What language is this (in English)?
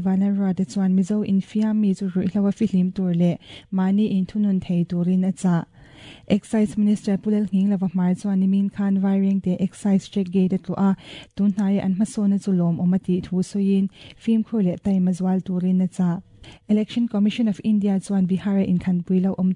Mizo